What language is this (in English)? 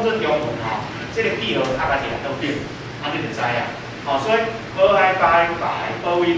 Min Nan Chinese